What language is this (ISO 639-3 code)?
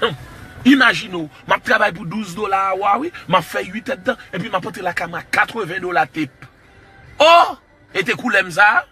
hat